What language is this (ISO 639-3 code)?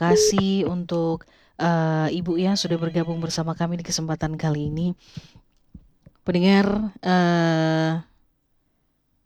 ind